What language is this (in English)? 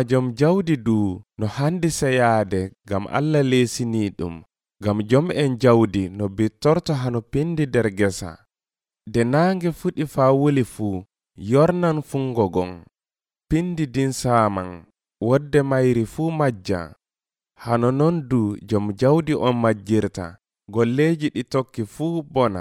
Nigerian Fulfulde